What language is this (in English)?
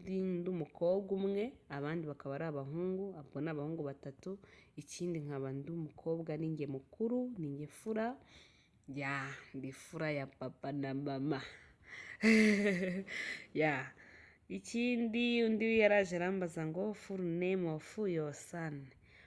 Kinyarwanda